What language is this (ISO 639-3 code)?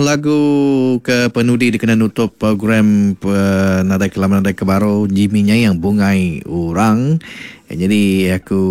iba